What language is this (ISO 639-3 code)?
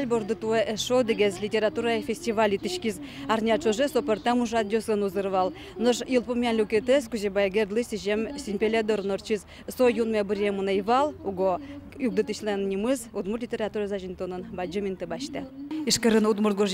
udm